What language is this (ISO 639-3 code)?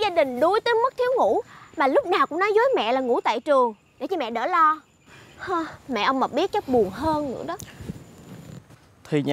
vie